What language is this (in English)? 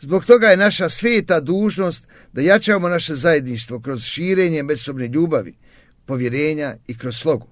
Bosnian